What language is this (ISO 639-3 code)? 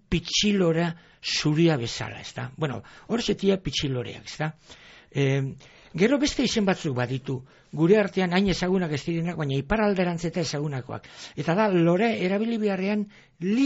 eus